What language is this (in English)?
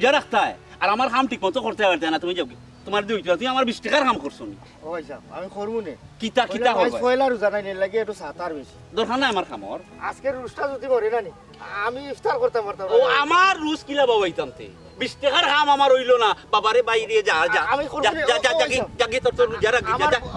Sylheti